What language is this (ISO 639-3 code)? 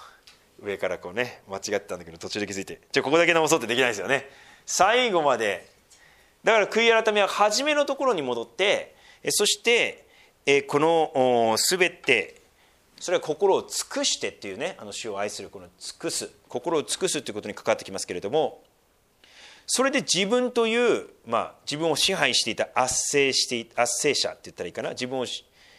jpn